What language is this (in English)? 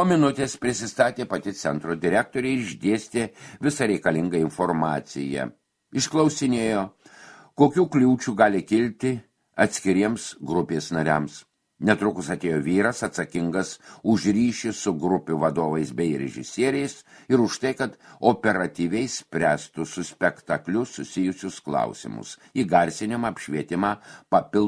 Lithuanian